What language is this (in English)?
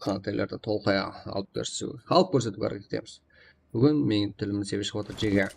Kara-Kalpak